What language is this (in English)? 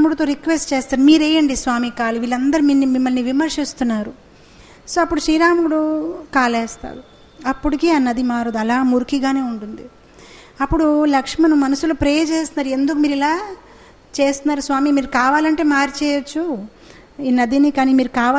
Telugu